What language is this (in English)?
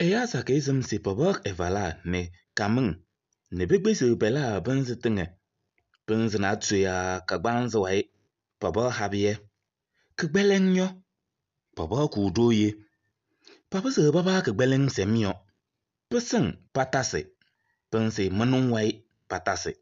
Kabiyè